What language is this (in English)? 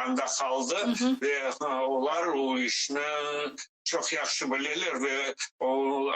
Crimean Tatar